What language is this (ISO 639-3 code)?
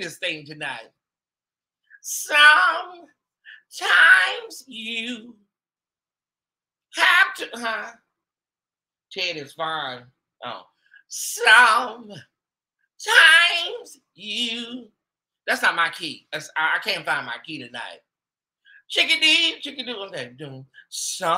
eng